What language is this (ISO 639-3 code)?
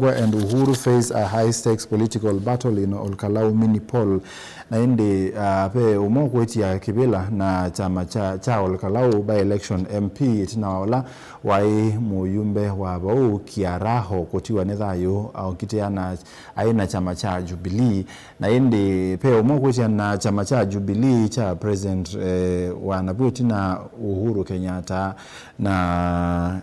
kam